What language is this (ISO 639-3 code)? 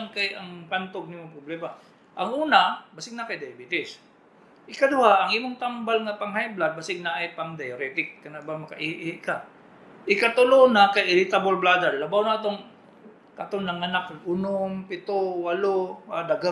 ceb